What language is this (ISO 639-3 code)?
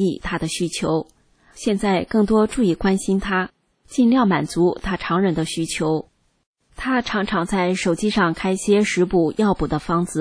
zho